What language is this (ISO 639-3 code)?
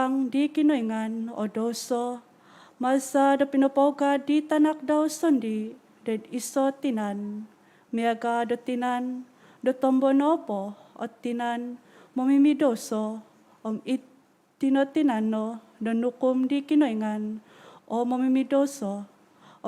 dtp